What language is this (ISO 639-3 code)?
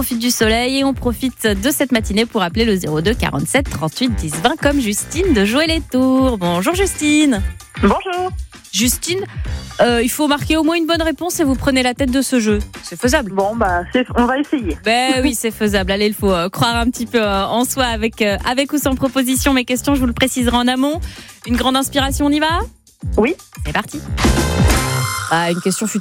fra